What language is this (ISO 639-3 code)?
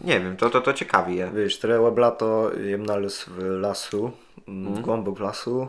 csb